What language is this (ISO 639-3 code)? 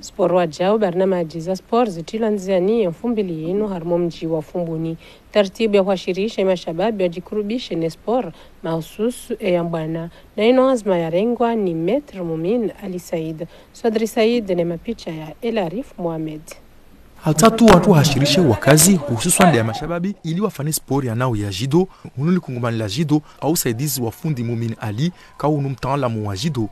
zdj